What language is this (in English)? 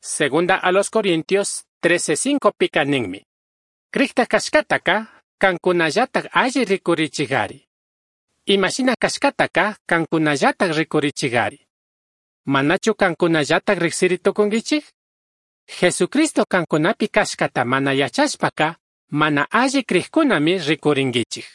Chimborazo Highland Quichua